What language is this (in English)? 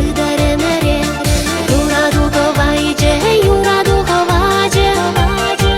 Chuvash